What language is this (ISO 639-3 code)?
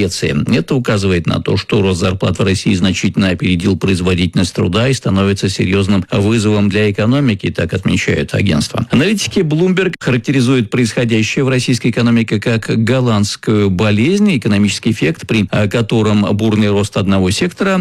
rus